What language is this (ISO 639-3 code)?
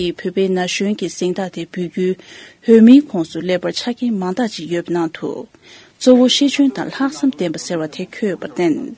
bod